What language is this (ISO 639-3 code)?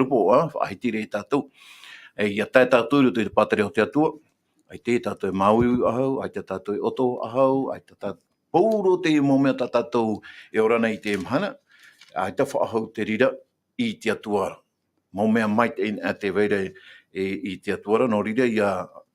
tah